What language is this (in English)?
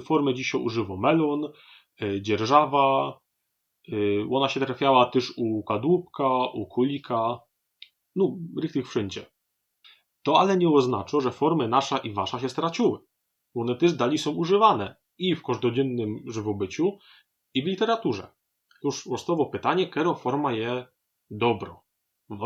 Silesian